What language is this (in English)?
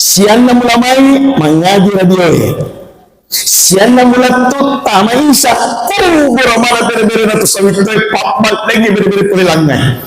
Buginese